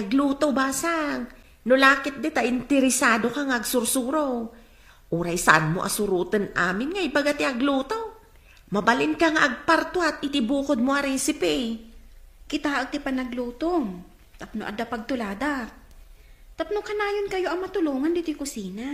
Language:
Iloko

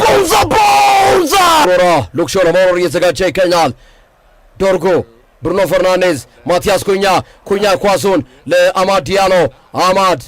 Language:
Amharic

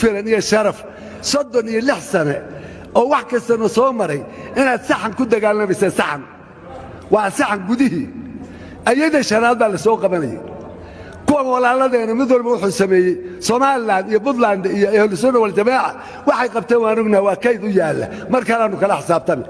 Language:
Somali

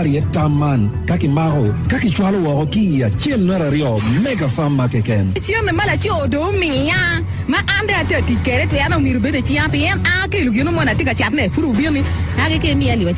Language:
Acoli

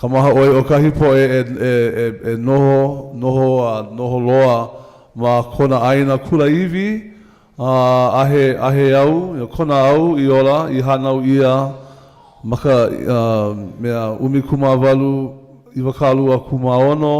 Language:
Hawaiian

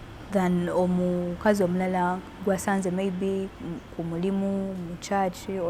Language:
Ganda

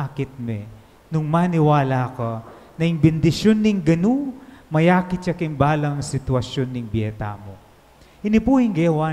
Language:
Pampanga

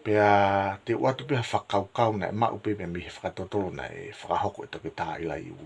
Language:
Tongan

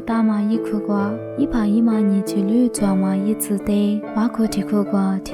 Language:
Lisu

